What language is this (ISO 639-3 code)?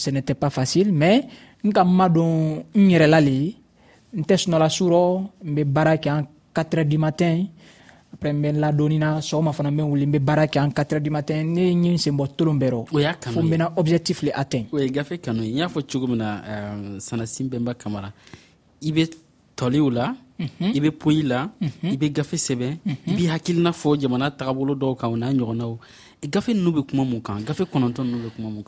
dyu